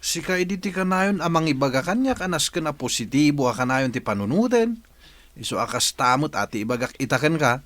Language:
Iloko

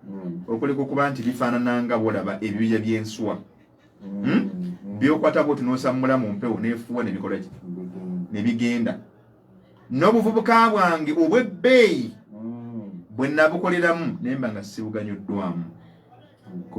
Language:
Ganda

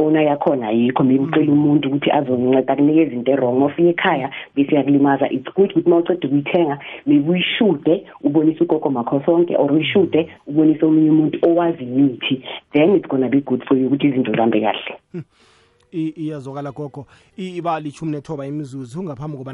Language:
South Ndebele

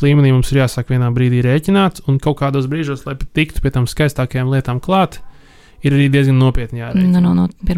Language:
Latvian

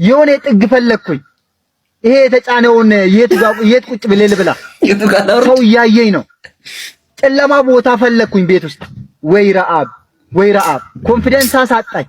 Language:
Amharic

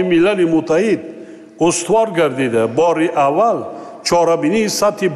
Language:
Tajik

